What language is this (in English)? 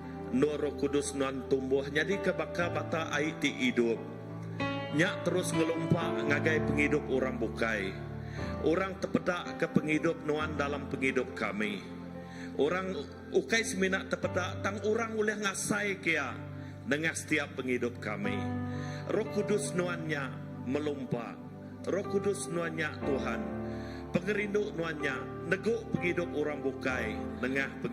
Iban